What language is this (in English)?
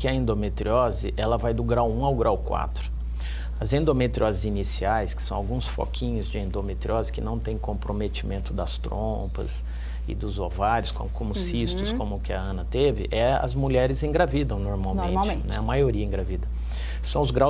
Portuguese